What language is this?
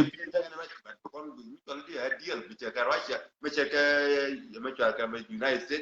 Nuer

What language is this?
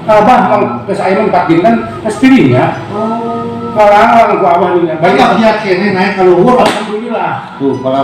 Sundanese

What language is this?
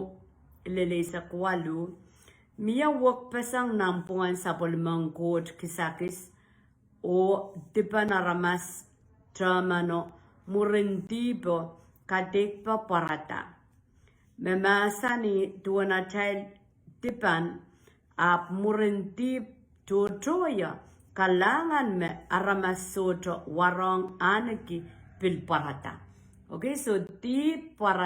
Pohnpeian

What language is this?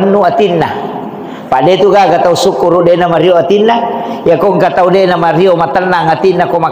Buginese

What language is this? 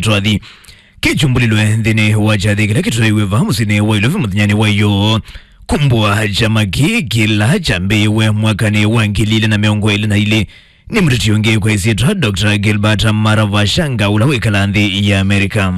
Kamba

